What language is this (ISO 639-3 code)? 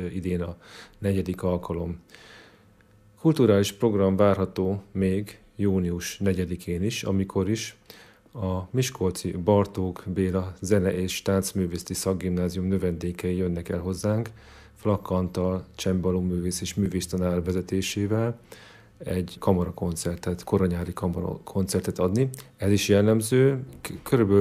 hun